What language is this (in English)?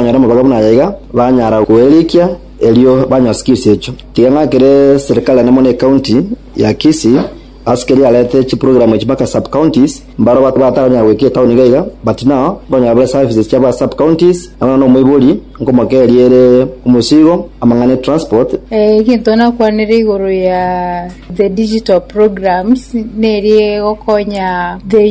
Gusii